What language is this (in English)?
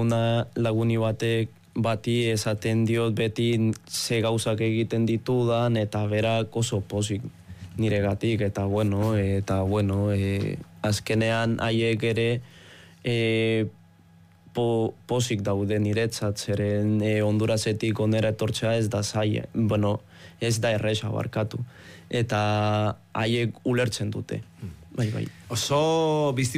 Basque